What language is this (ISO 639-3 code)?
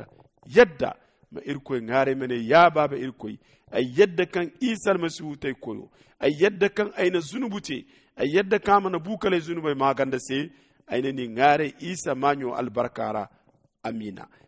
dje